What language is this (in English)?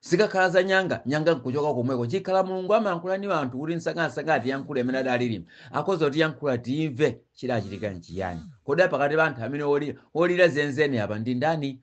Nyanja